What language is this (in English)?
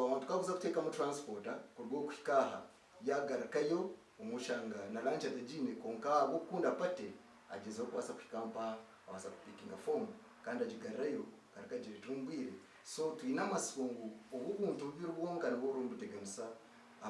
Nyankole